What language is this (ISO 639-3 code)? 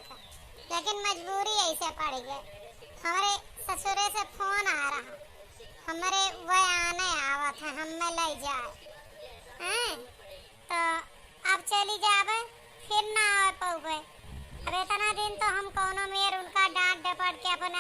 awa